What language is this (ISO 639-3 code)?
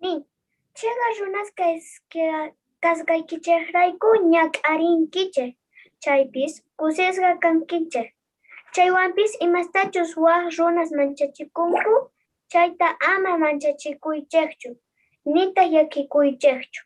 quh